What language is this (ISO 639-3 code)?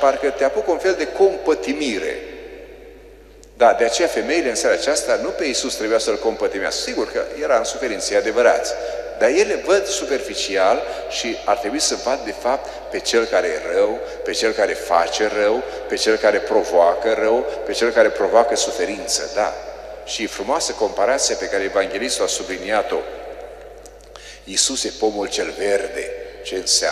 ron